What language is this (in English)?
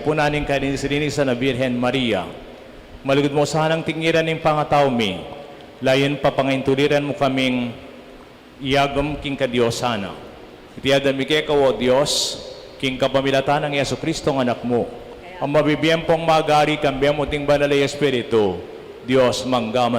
Pampanga